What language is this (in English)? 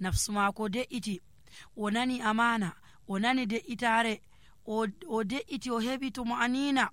Nigerian Fulfulde